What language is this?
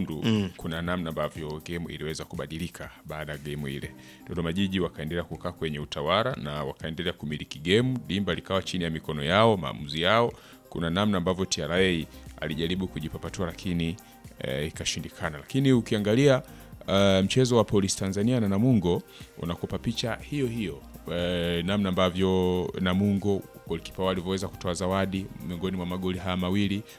Swahili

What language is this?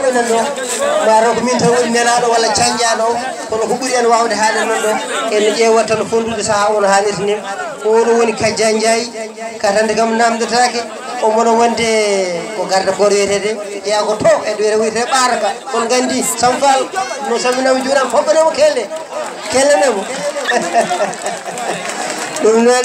Fula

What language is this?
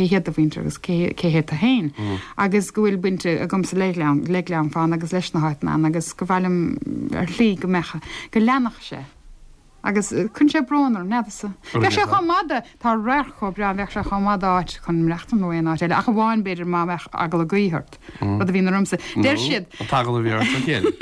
Irish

